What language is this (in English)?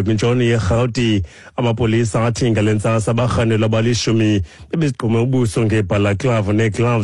Xhosa